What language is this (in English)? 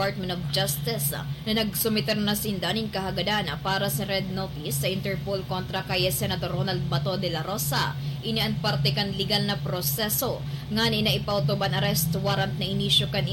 Bikol